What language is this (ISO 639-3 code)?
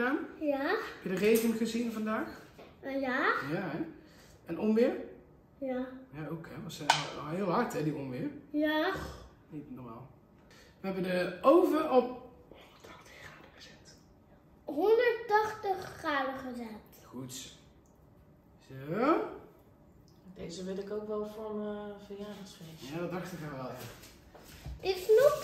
nld